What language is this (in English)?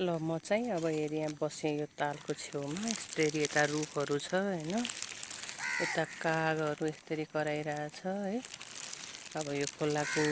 Nepali